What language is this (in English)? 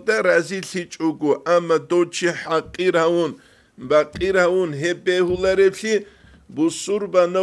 Avaric